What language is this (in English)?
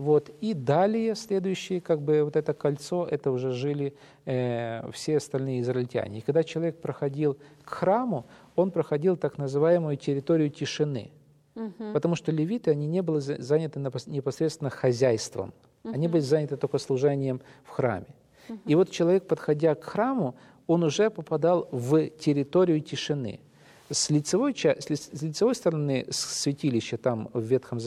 Russian